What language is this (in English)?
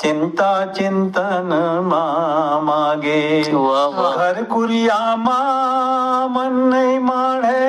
Chhattisgarhi